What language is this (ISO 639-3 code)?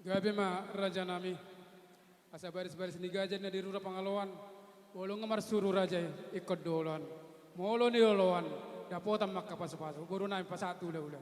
bbc